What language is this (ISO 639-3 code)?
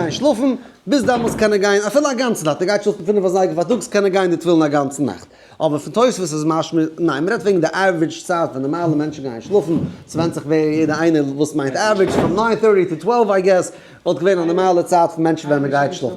yid